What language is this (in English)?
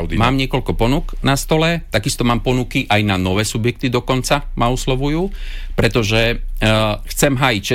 Slovak